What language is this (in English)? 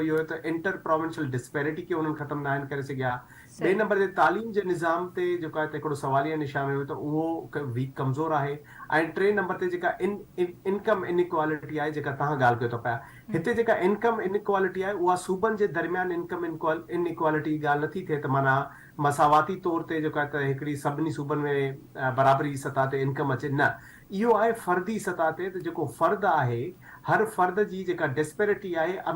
Sindhi